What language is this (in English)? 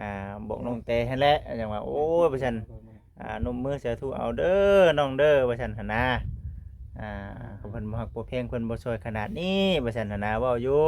Lao